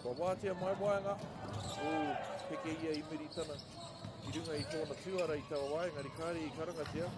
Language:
Māori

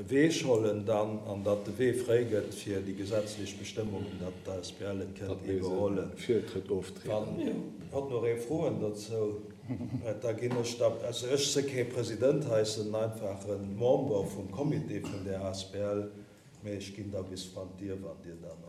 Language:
Luxembourgish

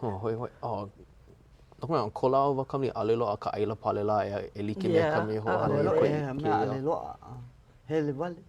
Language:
Hawaiian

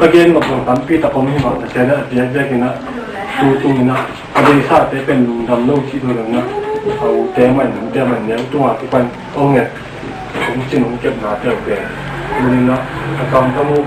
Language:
Tedim Chin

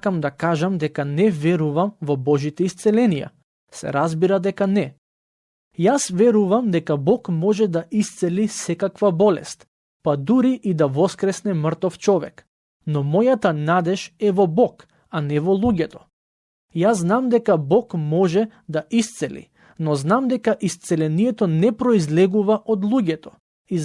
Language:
Macedonian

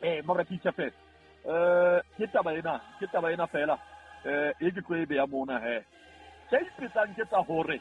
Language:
Southern Sotho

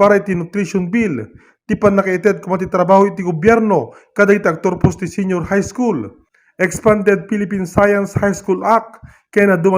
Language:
Iloko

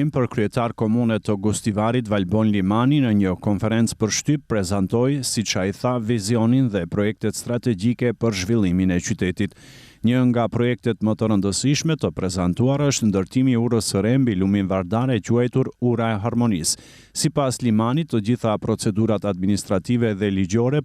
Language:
Albanian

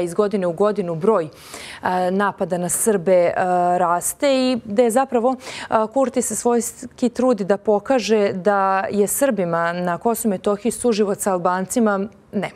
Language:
Serbian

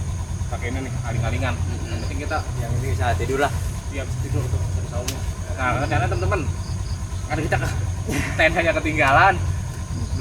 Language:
Betawi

